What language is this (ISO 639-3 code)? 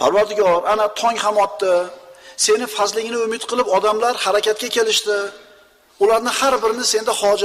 uzb